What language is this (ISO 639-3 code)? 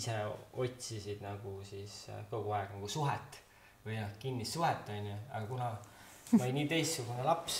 est